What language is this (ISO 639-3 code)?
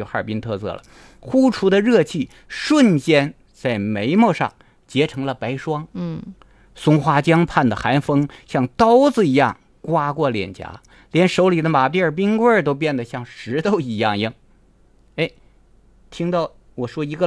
zho